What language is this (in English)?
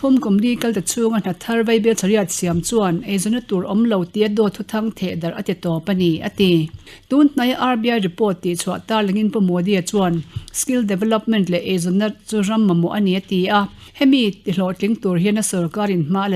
Mizo